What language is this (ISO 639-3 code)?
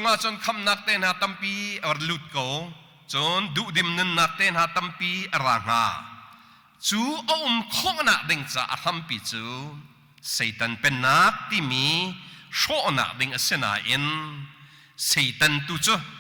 cnh